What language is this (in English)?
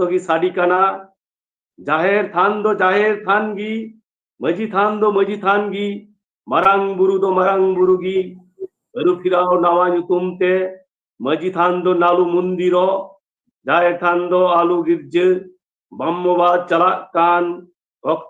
Santali